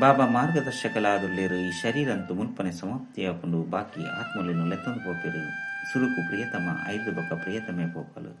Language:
Tulu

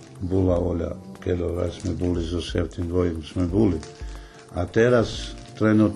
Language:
Rusyn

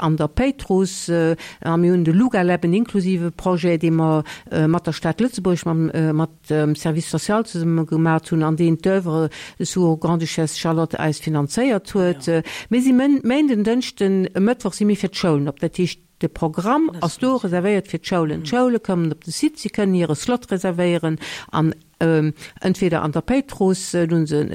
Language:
Luxembourgish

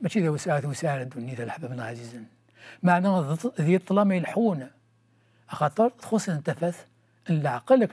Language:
Kabyle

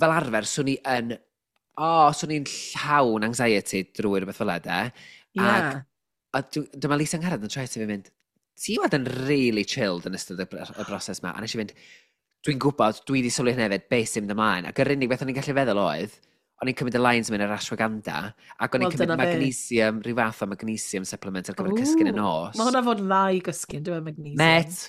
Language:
Welsh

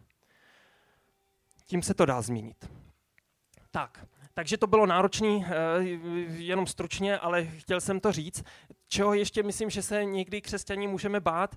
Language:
Czech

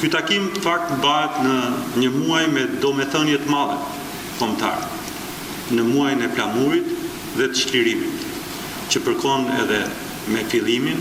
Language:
Albanian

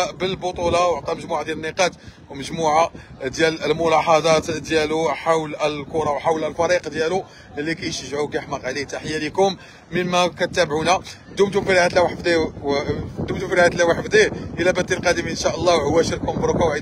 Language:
Moroccan Arabic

